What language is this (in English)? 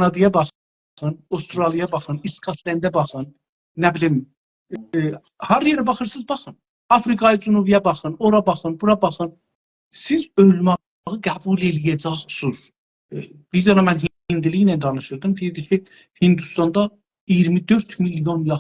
South Azerbaijani